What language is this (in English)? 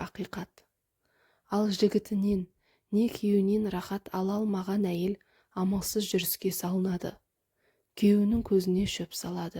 Kazakh